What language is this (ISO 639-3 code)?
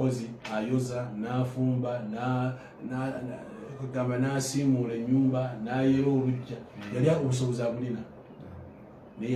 lug